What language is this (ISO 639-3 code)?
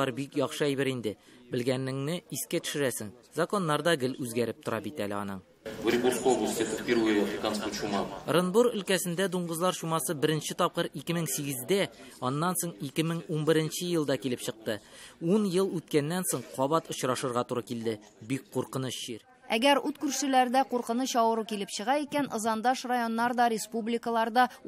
tat